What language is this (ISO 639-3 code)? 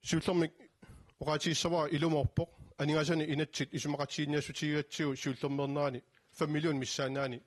kal